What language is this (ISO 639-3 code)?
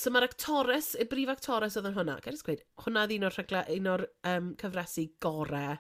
cym